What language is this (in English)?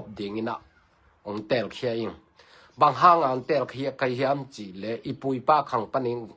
Tedim Chin